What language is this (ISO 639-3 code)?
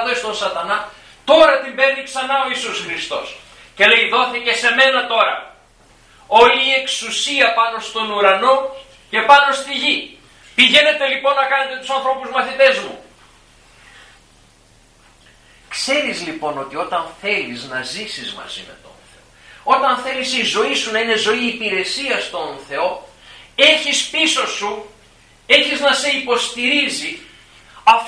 ell